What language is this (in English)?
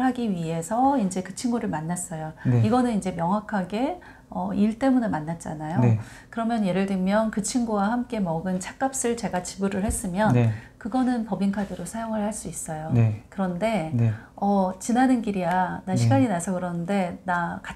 Korean